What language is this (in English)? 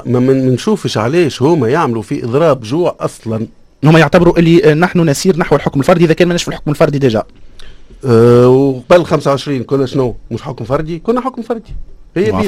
Tunisian Arabic